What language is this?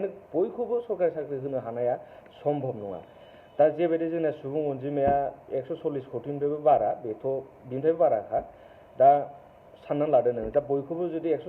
Bodo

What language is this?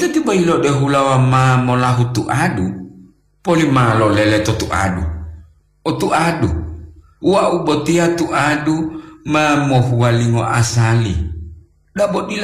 Gorontalo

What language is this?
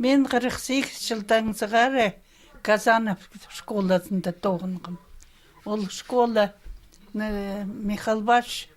Khakas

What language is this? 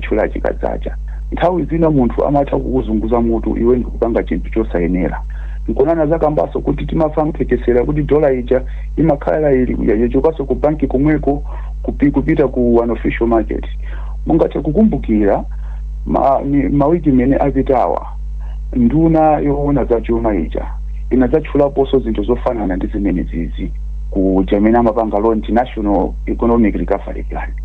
Nyanja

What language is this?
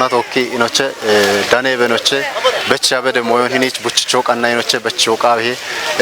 Kafa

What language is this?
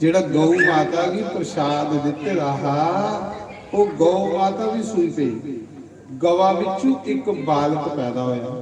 Dogri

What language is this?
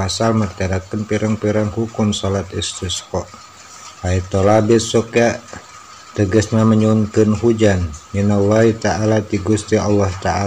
Sundanese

